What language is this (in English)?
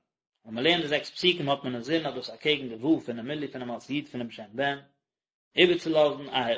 Yiddish